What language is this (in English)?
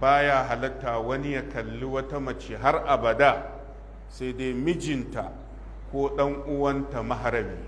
Hausa